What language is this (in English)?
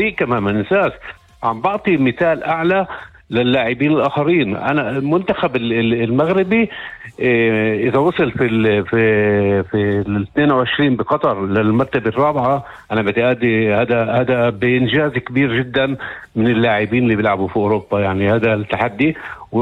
North Levantine Arabic